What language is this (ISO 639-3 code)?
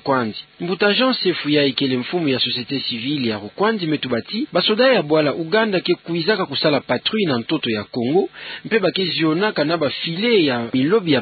ktu